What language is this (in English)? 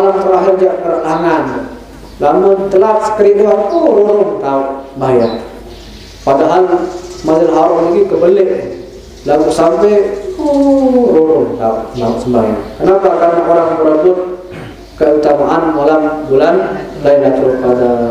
Sasak